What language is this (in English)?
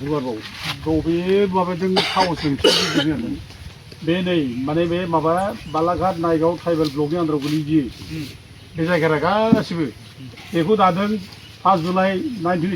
Bodo